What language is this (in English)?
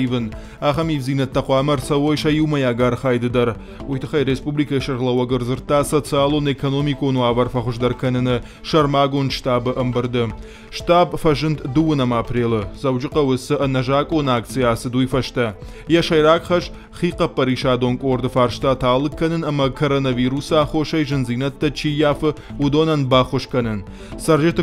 Ossetic